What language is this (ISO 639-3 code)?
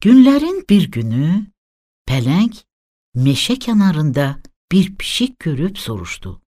aze